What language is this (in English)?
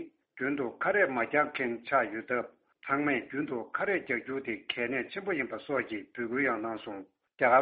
Tibetan